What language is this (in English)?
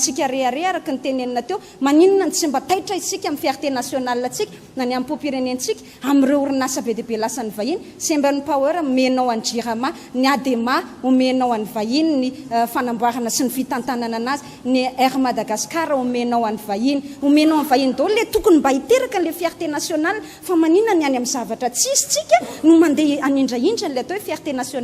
Malagasy